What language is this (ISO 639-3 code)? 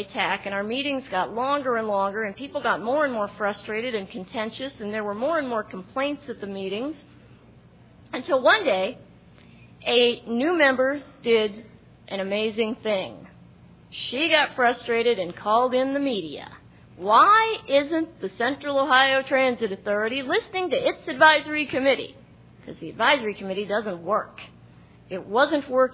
eng